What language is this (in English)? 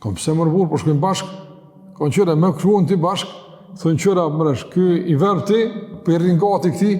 Albanian